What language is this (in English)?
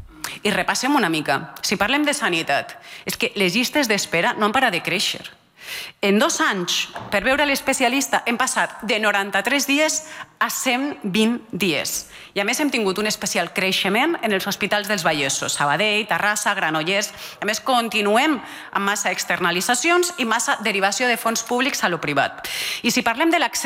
Catalan